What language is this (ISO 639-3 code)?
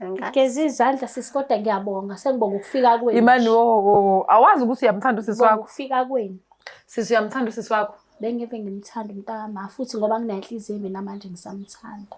zul